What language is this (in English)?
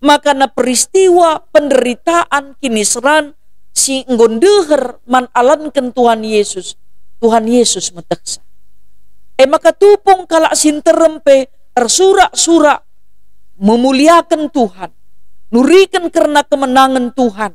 Batak Karo